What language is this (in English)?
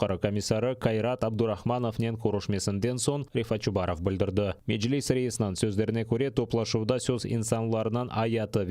Crimean Tatar